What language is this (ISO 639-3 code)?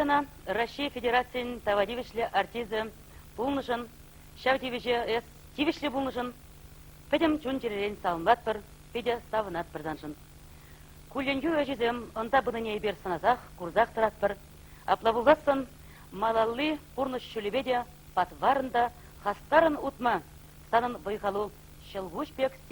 chv